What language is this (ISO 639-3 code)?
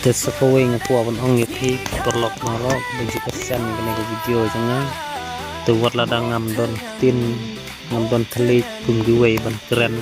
kha